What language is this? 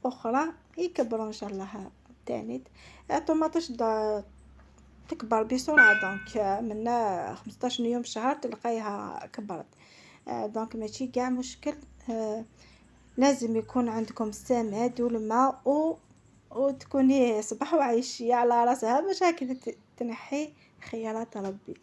Algerian Arabic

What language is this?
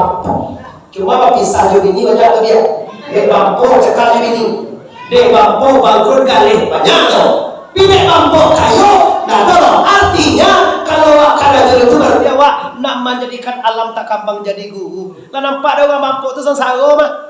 Minangkabau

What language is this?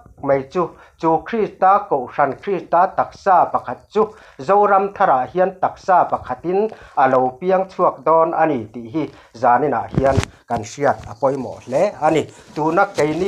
Mizo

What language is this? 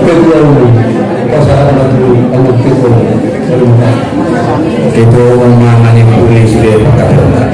Batak Angkola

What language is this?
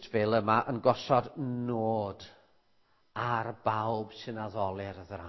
Welsh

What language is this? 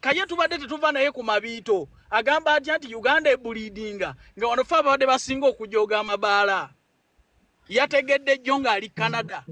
Ganda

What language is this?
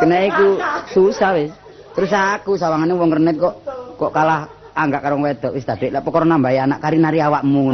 Javanese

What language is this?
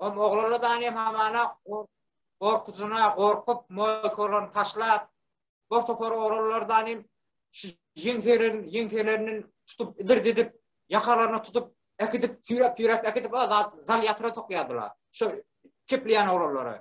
Turkmen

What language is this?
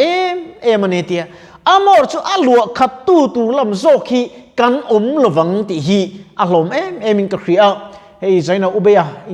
Mizo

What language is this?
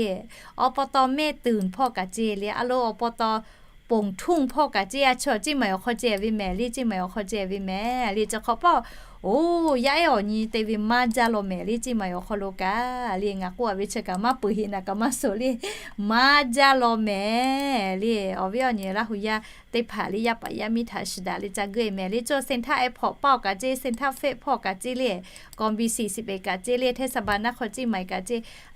Lahu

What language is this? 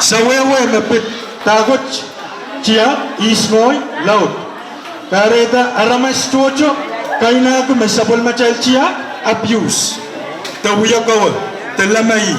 Pohnpeian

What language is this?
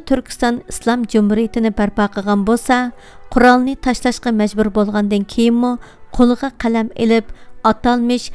Uyghur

